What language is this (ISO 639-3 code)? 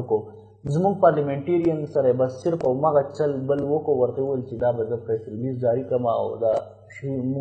pus